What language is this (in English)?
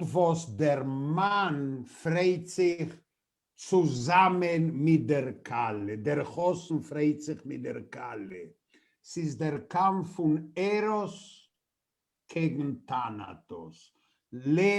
Yiddish